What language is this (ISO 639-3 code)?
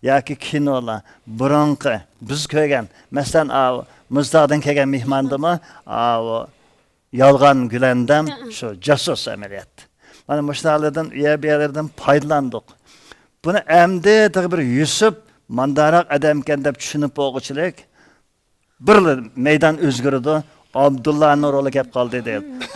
uig